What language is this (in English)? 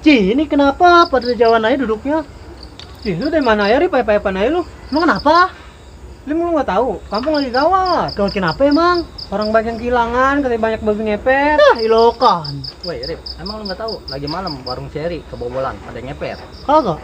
Betawi